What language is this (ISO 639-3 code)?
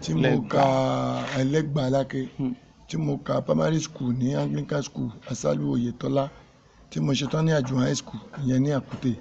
yor